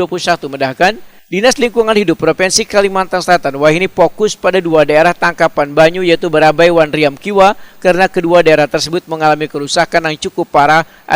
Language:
Banjar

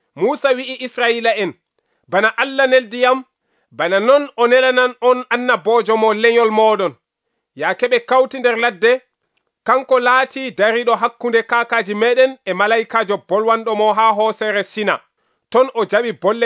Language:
Nigerian Fulfulde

